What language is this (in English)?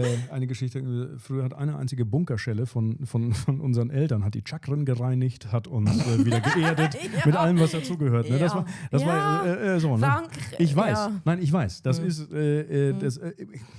Swiss German